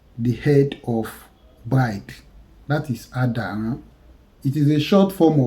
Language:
Yoruba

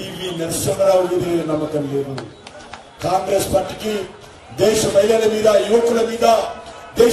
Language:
Telugu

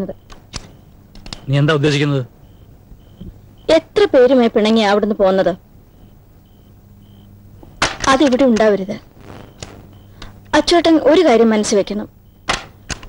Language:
Malayalam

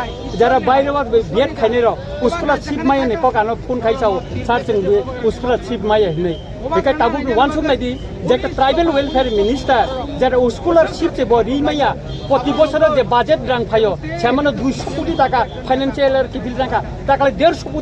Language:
Kok Borok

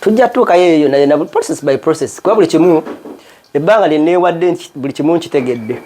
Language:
Ganda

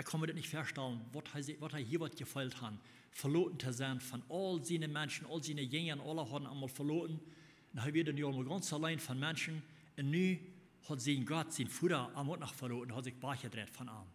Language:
Plautdietsch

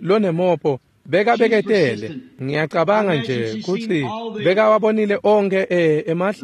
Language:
Swati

